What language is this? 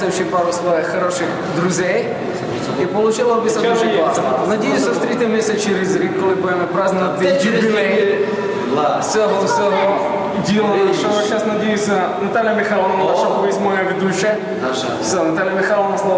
Rusyn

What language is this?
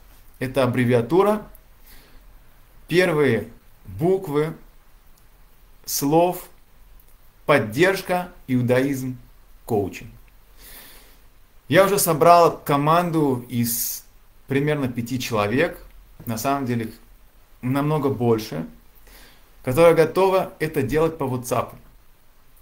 Russian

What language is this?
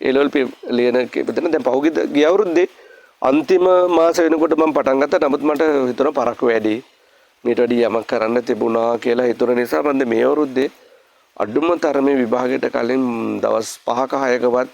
Sinhala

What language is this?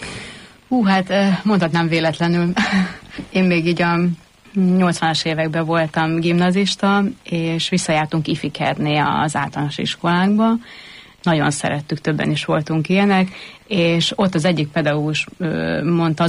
Hungarian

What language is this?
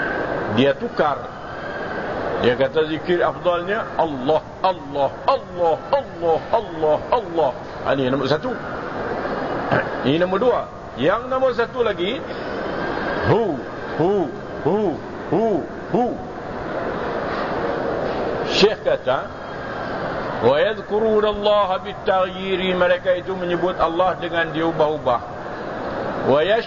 Malay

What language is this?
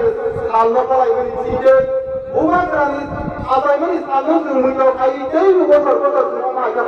Kok Borok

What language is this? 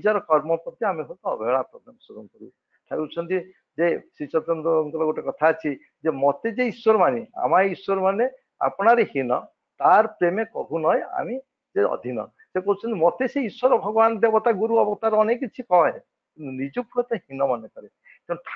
Odia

